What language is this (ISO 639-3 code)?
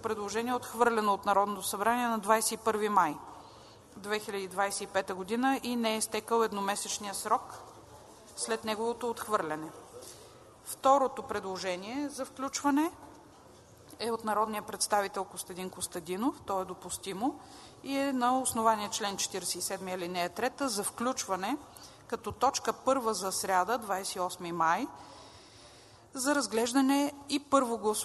bul